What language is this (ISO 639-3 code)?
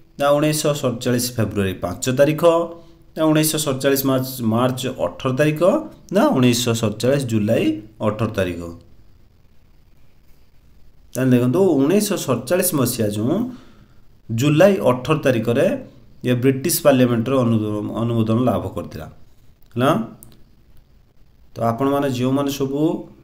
ori